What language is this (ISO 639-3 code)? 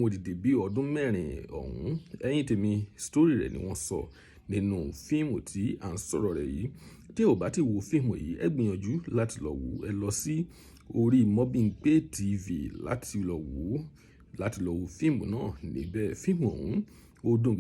yor